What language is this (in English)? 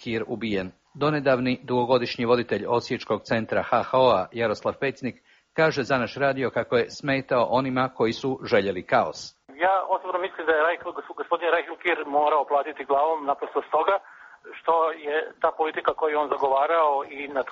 Croatian